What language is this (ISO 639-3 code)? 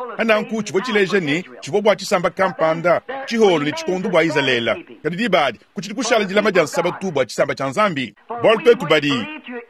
lua